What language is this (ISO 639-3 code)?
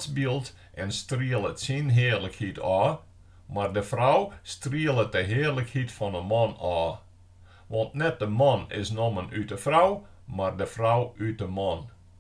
fry